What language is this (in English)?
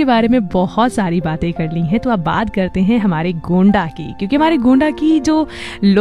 Hindi